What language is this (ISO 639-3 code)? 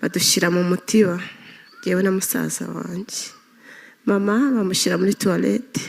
kin